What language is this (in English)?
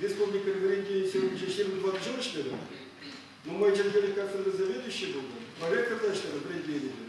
Chuvash